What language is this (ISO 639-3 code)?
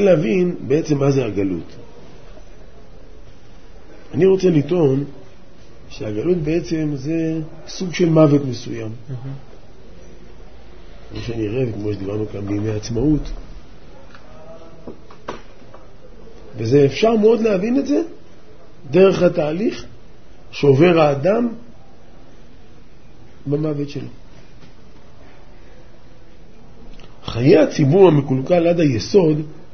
heb